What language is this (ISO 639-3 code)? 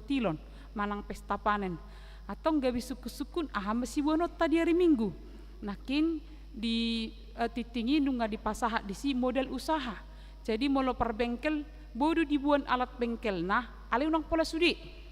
bbc